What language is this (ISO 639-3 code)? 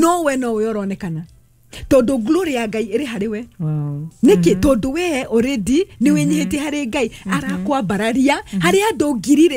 kik